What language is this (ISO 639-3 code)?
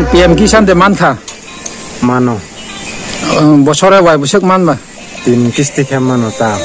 trp